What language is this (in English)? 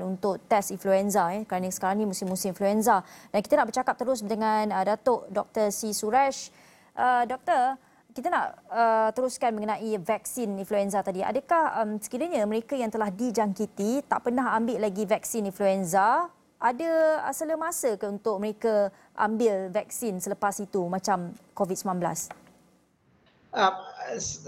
Malay